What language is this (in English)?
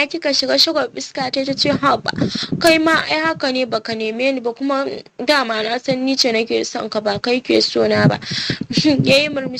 Hausa